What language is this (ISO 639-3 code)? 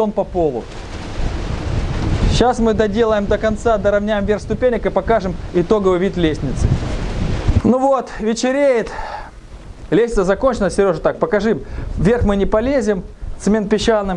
rus